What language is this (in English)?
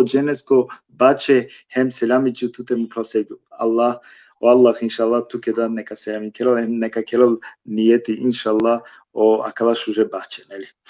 Balkan Romani